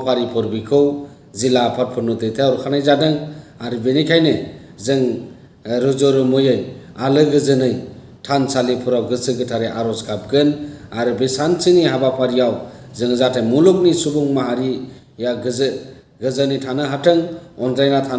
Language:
Bodo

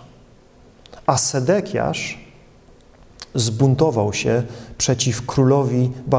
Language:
Polish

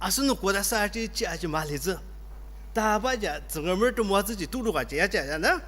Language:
Ao Naga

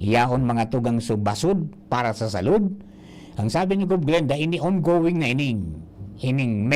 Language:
Bikol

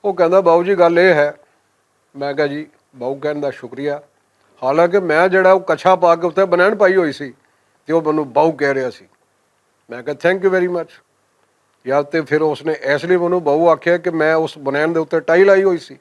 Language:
Western Panjabi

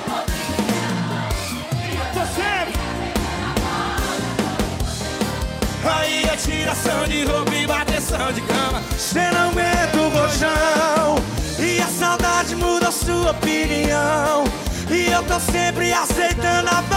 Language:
Portuguese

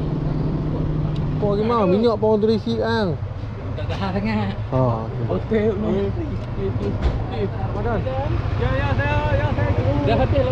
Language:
Malay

